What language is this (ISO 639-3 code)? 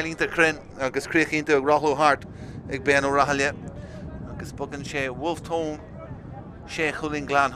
gle